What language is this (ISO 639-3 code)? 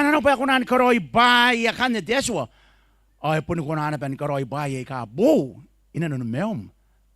gil